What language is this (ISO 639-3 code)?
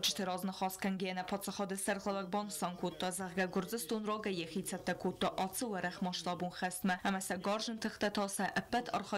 oss